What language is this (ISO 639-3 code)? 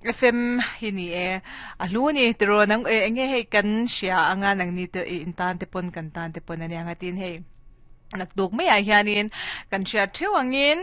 lus